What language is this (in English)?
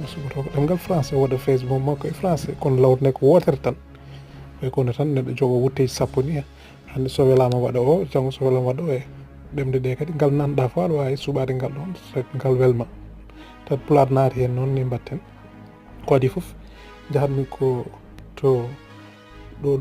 Fula